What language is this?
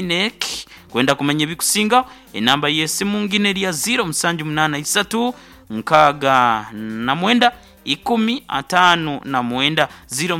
Nyoro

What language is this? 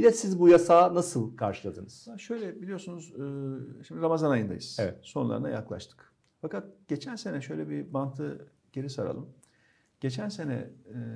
Turkish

